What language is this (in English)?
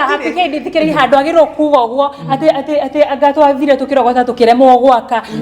Kikuyu